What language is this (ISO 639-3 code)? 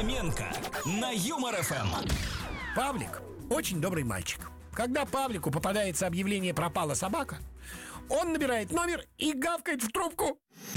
rus